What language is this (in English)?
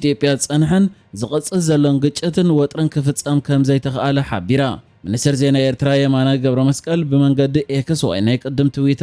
Tigrinya